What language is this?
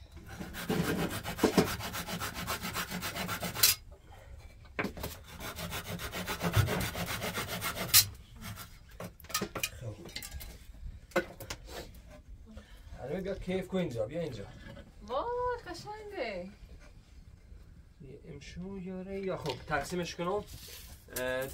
Persian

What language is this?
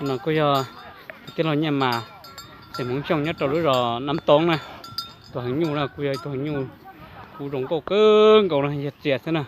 Hmong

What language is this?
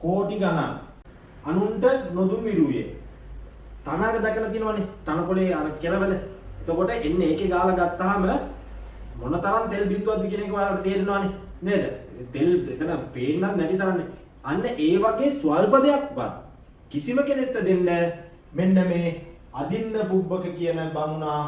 Sinhala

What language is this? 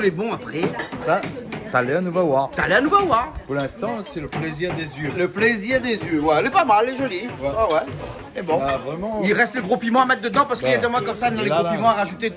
Réunion Creole French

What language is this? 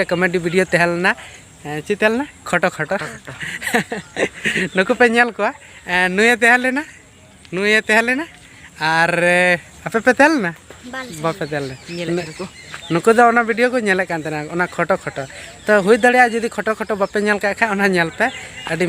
Santali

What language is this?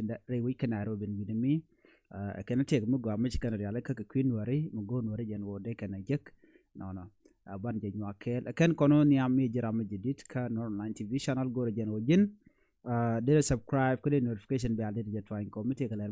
Nuer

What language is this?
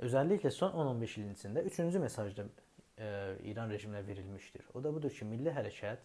South Azerbaijani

